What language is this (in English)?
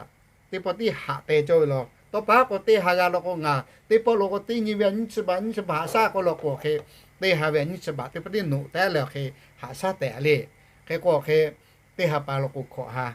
Lahu